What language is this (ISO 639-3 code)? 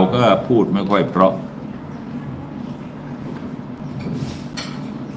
tha